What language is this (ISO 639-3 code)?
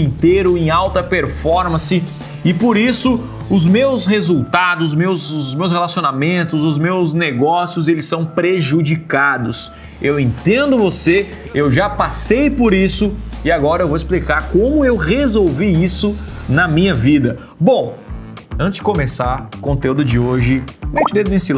por